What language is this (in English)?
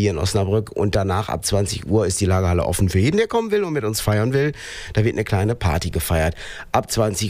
German